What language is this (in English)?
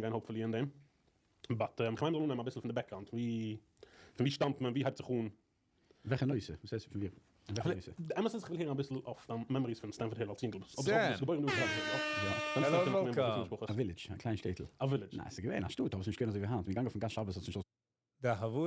Yiddish